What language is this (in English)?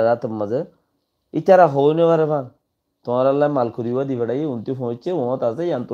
Rohingya